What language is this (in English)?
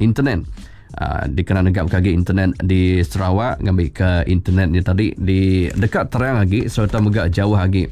Iban